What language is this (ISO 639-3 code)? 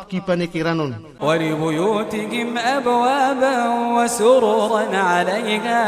mrw